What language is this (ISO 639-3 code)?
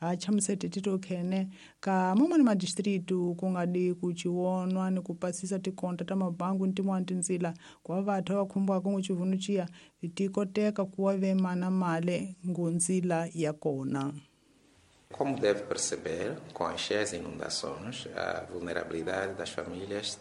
tso